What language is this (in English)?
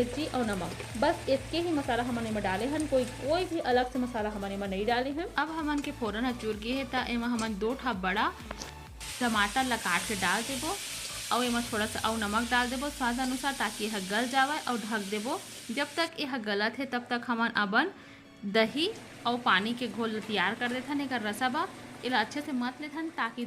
Chhattisgarhi